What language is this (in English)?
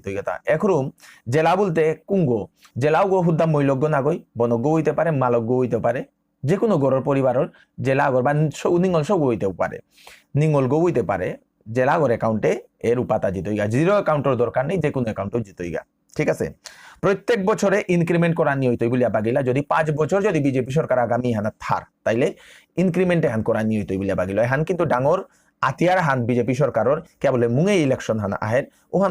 Bishnupriya